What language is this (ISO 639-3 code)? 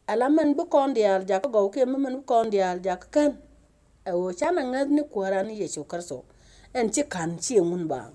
nus